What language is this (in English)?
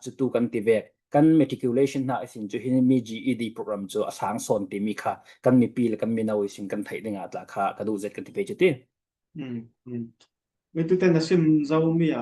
Falam Chin